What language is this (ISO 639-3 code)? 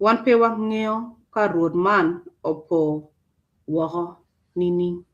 ach